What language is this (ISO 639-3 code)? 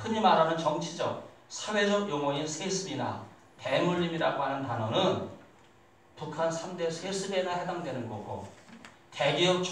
kor